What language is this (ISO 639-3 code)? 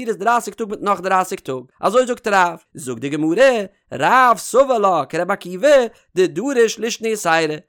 yid